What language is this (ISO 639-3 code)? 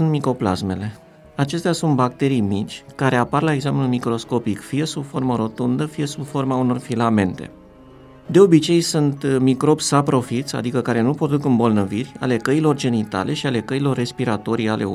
ron